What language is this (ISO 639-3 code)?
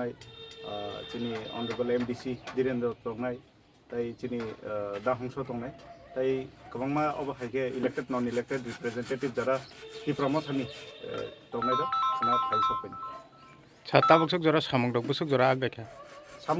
trp